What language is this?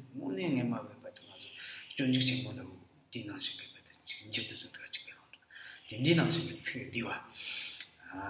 Tibetan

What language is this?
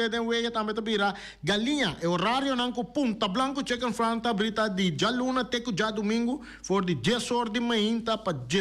Papiamento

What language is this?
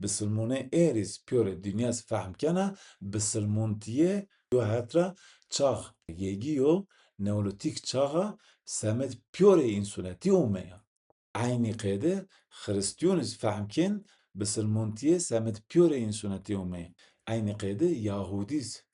Zaza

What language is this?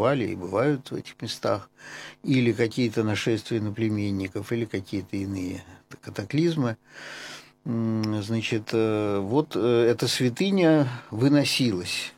Russian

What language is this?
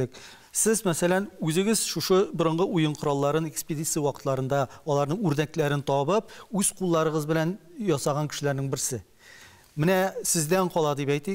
Tatar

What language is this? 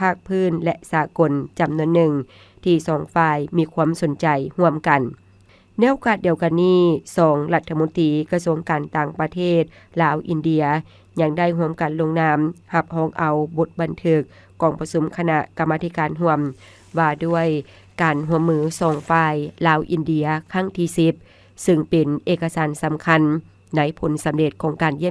Lao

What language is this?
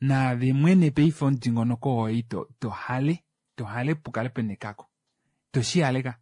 Kuanyama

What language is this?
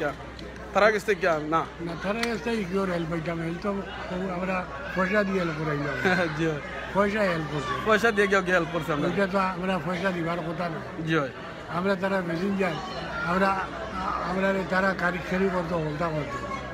Sylheti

